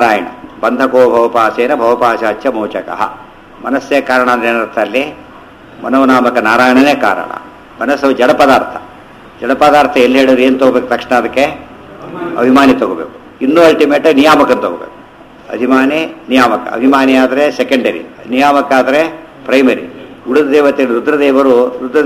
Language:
Kannada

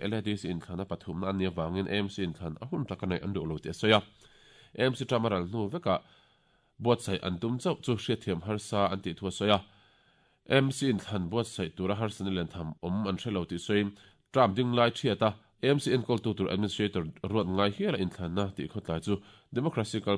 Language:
Mizo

